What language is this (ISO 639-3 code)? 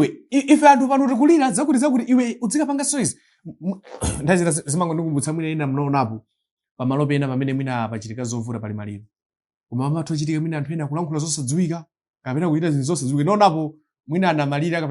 nya